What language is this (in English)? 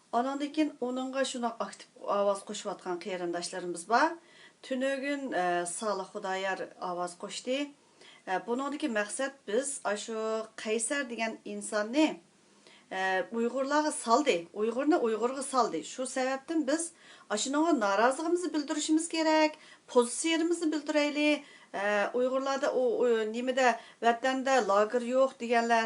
Uyghur